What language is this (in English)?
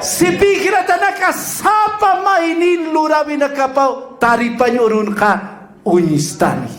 Aymara